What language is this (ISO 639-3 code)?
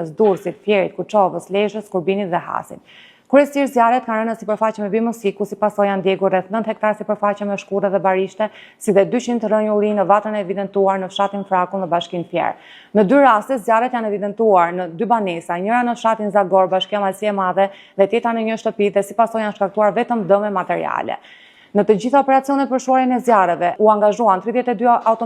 sqi